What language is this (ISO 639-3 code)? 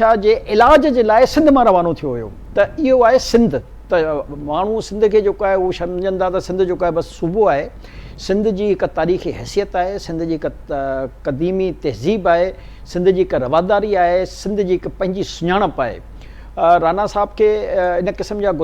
snd